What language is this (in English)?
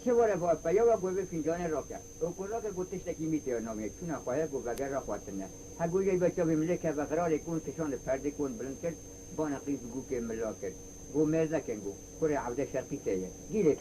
Kurdish